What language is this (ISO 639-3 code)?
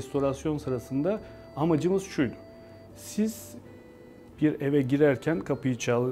tur